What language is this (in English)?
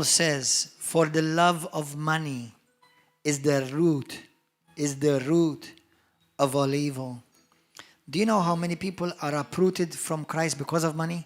English